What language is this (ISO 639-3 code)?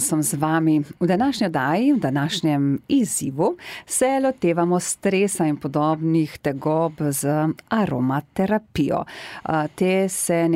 slv